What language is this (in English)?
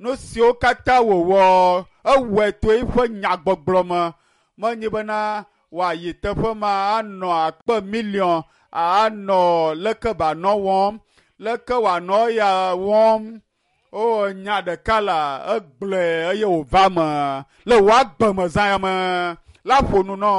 Ewe